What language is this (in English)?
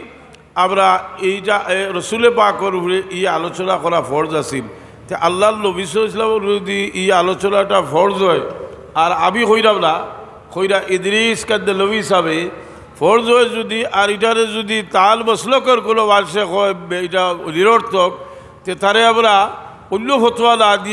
Sylheti